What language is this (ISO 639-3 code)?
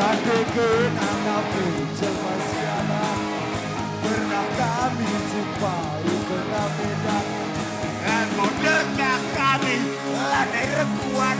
btx